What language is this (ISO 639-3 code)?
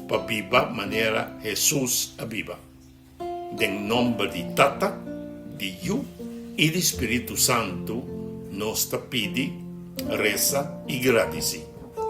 pap